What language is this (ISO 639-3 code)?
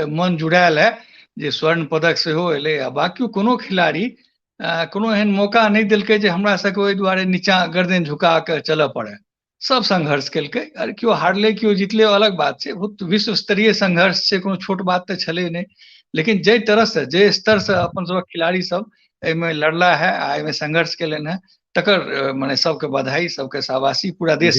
mai